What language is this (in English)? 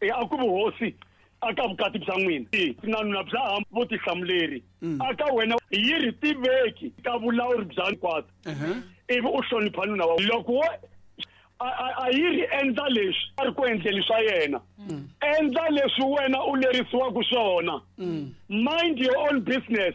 Tsonga